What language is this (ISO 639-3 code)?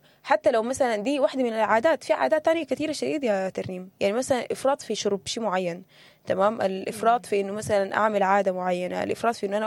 apd